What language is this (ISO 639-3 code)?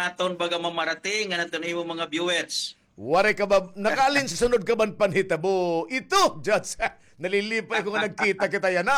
war